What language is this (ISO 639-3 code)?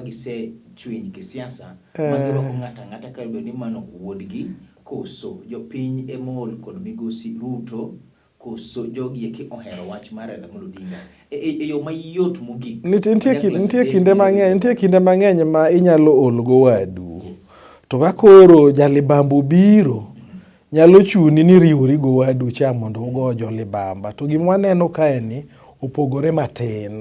luo